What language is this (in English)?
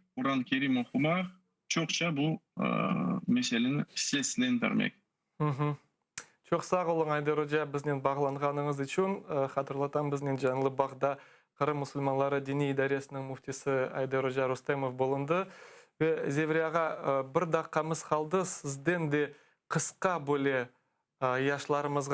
Crimean Tatar